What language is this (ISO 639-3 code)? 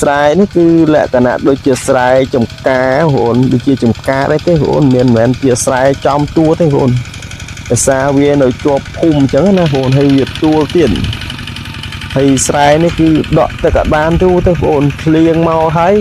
khm